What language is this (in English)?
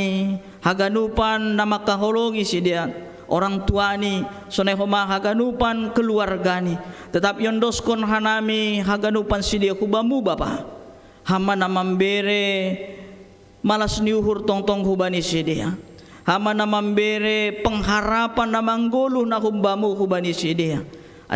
Batak Simalungun